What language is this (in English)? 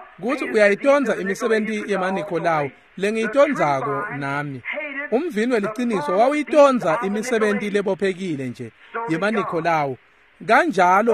Swati